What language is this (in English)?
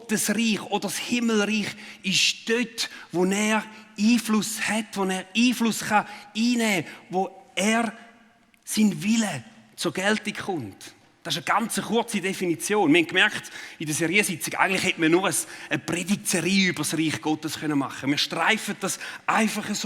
Swiss German